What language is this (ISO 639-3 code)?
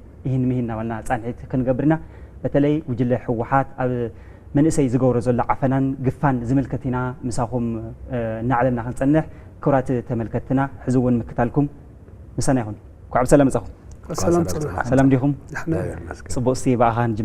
tir